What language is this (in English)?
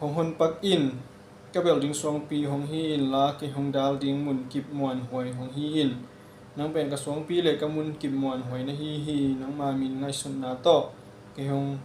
Tedim Chin